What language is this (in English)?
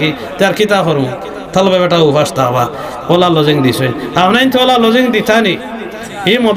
Sylheti